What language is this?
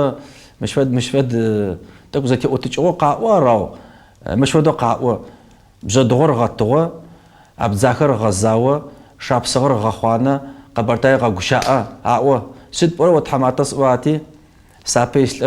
Kabardian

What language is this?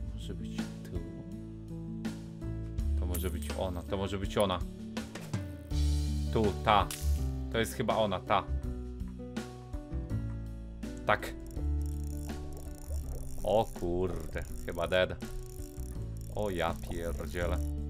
Polish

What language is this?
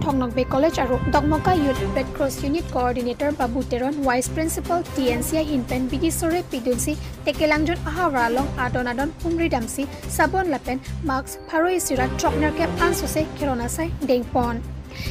Karbi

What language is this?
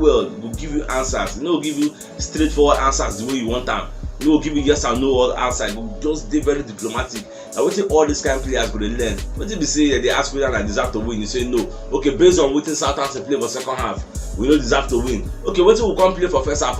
Nigerian Pidgin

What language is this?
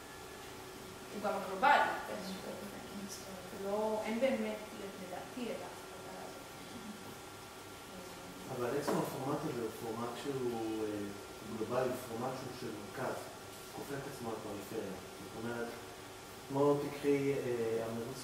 Hebrew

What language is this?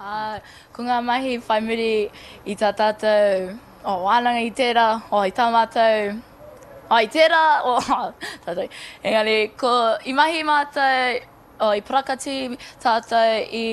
Māori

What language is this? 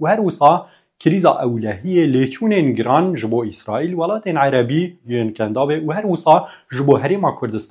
Kurdish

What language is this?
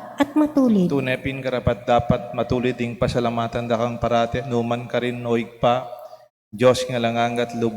Pampanga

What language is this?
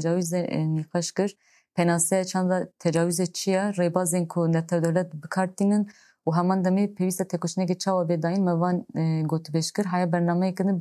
Kurdish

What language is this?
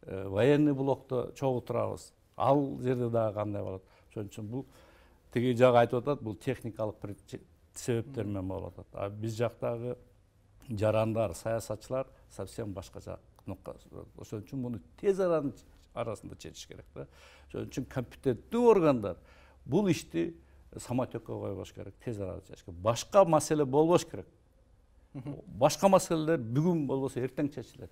Kyrgyz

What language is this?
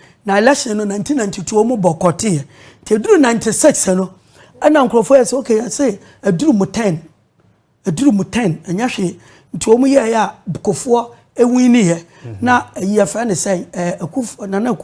Akan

